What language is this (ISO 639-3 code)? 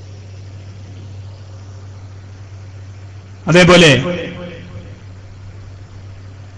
mal